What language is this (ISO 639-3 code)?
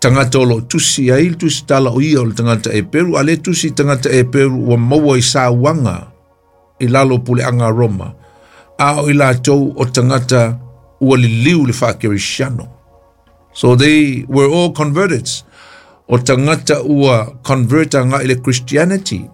smo